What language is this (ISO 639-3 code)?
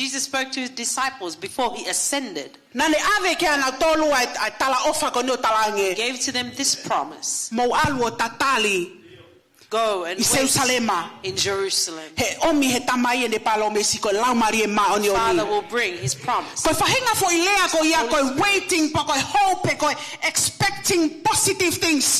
ton